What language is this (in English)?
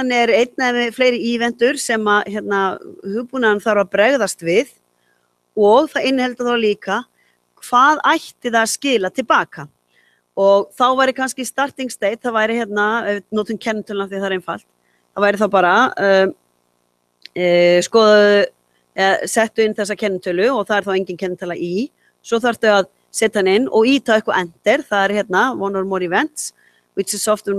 Icelandic